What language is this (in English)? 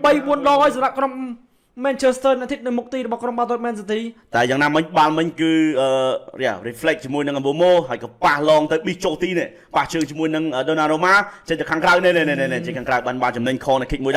Khmer